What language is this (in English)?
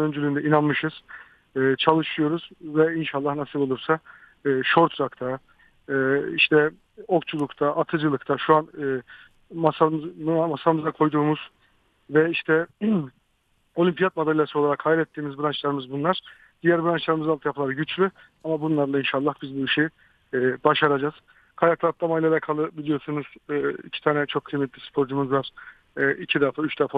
Turkish